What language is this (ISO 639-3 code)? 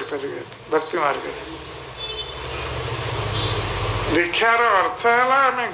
ori